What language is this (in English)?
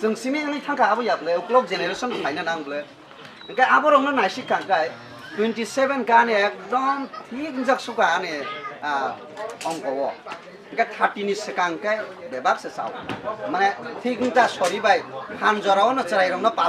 Kok Borok